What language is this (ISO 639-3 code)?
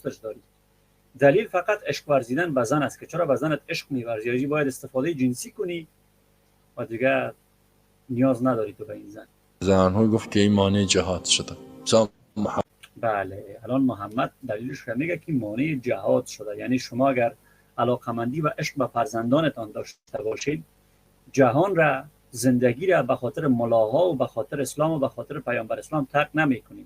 fas